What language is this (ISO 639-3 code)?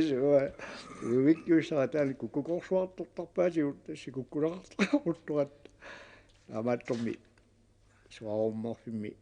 kal